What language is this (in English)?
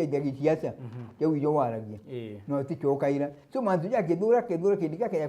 Meru